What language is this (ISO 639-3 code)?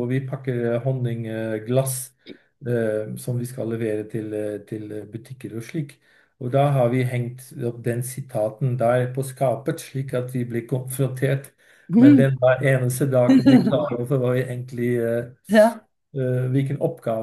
nor